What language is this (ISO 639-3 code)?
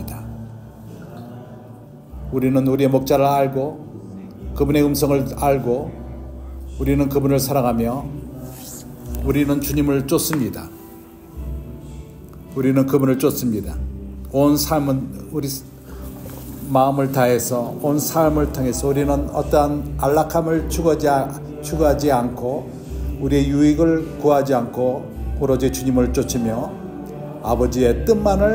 kor